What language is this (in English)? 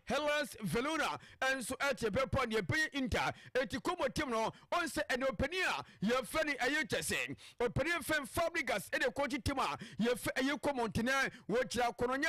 Akan